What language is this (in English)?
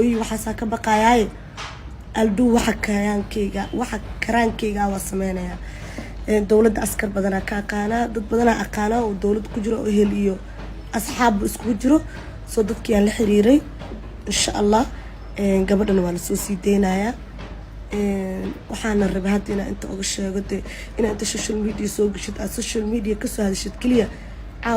Somali